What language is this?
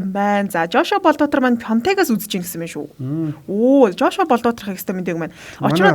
Mongolian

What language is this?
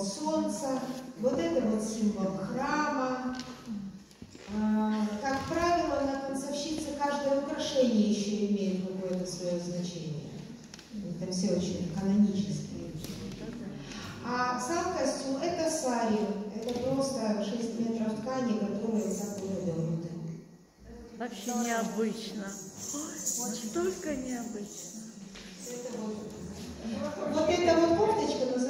Russian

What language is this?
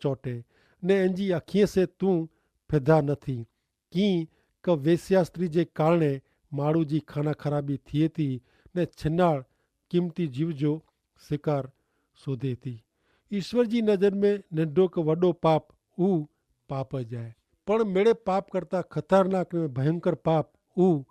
Kachhi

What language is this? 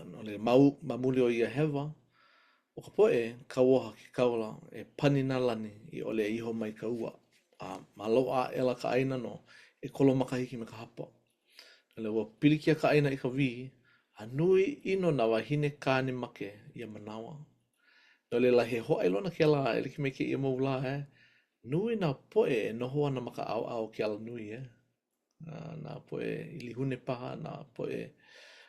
Hawaiian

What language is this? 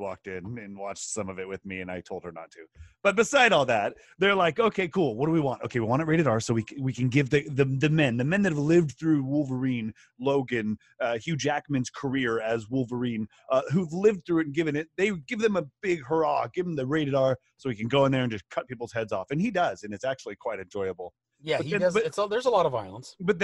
English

